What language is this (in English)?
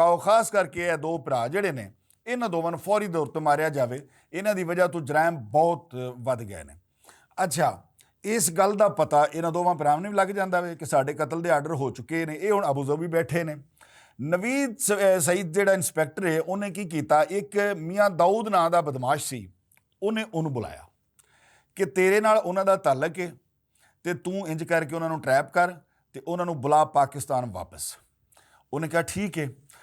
Western Panjabi